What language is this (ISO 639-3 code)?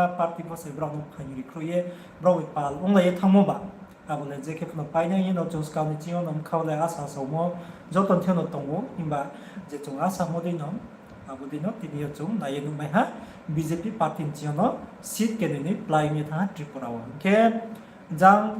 ria